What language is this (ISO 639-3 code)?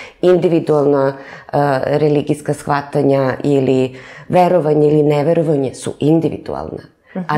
srp